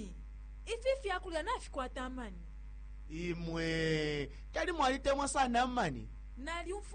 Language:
Bemba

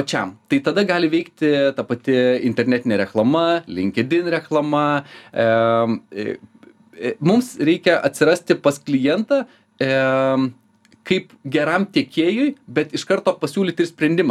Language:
Lithuanian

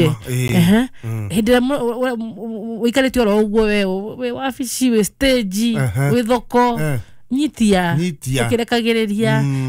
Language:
Kikuyu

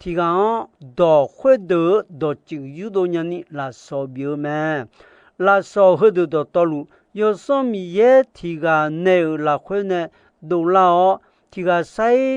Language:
Akha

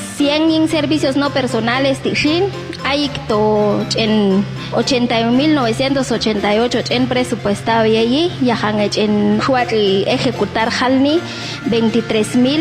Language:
Popti'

